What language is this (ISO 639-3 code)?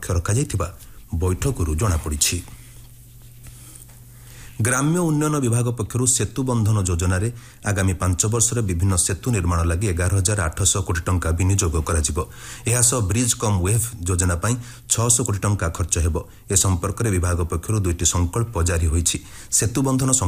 ori